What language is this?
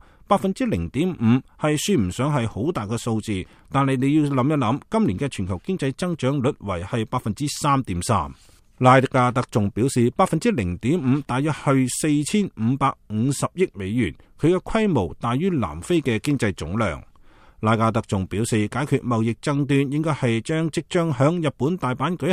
Cantonese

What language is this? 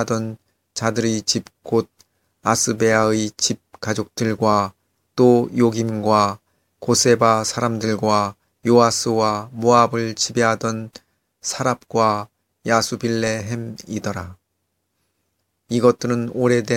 Korean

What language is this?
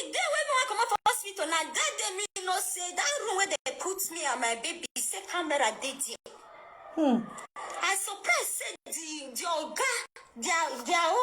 Nigerian Pidgin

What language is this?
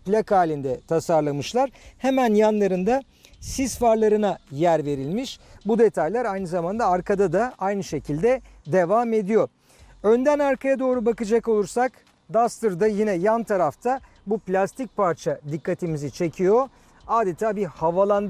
Turkish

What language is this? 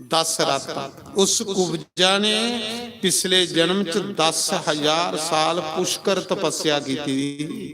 Dogri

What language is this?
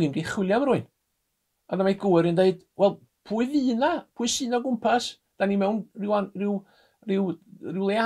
Welsh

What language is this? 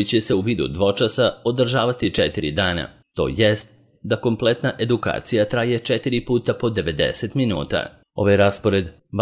Serbian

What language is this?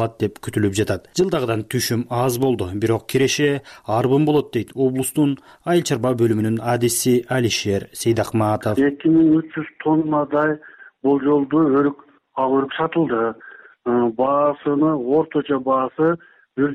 Kyrgyz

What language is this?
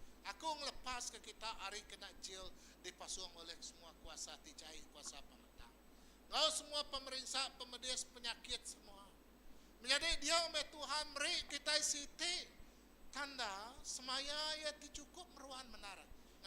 Iban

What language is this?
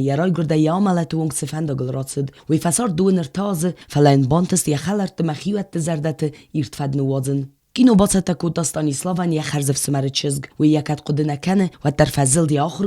Ossetic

